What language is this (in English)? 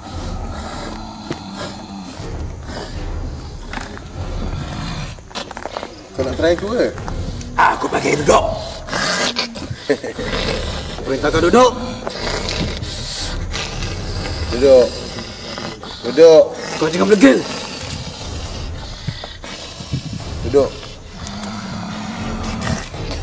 Malay